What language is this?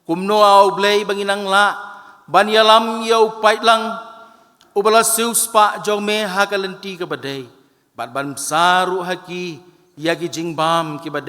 Khasi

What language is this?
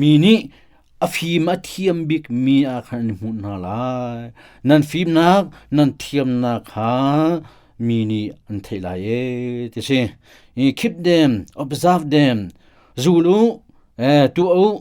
Hakha Chin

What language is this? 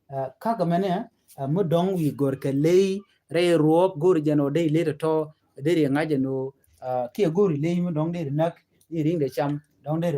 Nuer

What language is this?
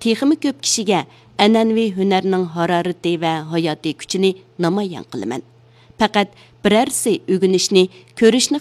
Uyghur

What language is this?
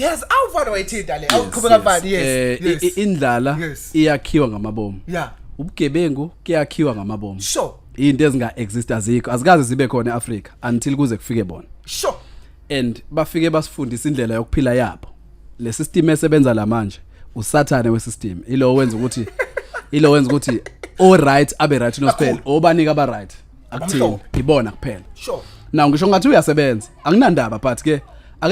Zulu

